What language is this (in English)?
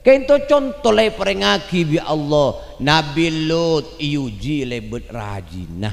Madurese